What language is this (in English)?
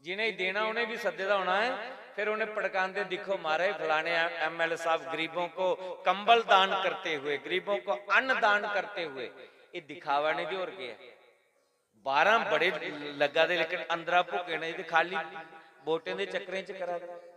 Dogri